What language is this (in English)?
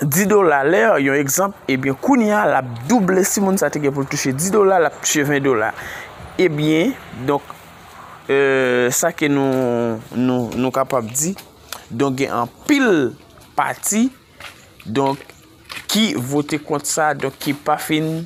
Haitian Creole